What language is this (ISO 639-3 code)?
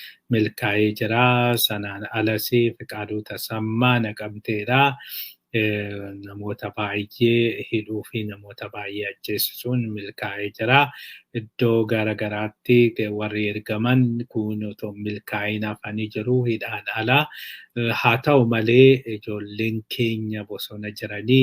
orm